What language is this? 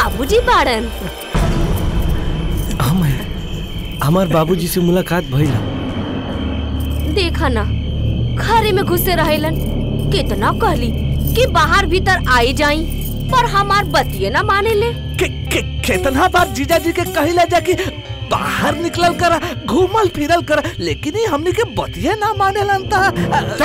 Bhojpuri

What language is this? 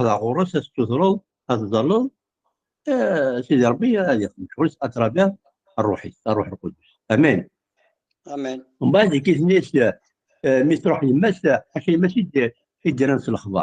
Kabyle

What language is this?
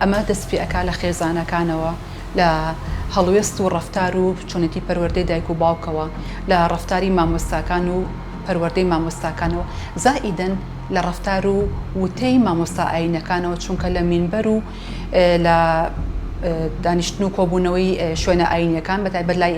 Central Kurdish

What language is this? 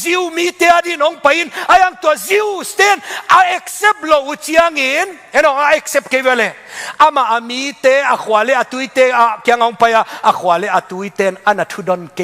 Tedim Chin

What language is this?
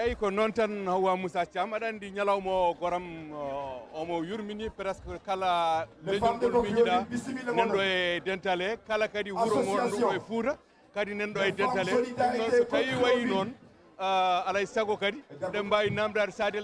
Fula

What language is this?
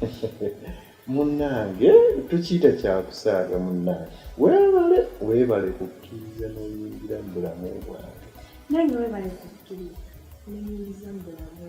Ganda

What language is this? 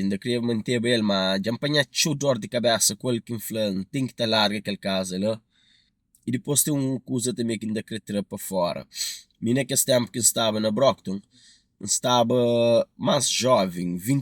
Kabuverdianu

